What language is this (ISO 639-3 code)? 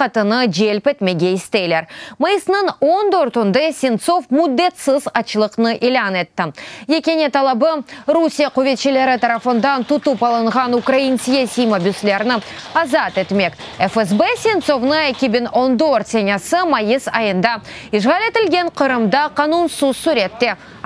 crh